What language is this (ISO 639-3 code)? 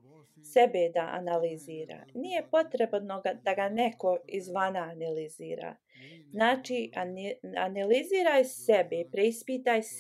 bos